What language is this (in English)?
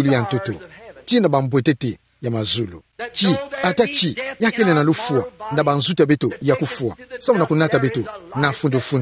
Kituba (Democratic Republic of Congo)